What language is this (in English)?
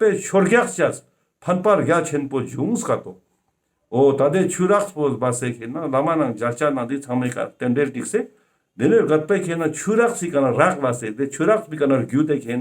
Ladakhi